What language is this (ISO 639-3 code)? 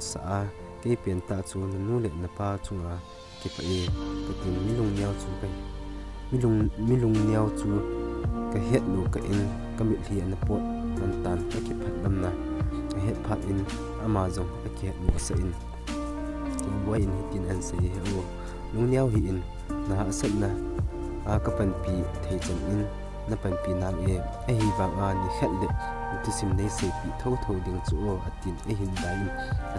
tcz